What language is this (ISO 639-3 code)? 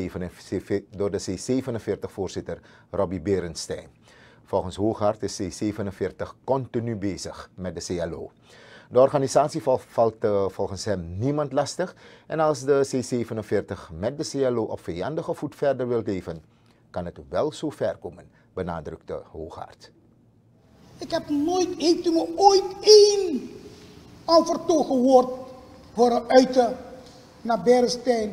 nld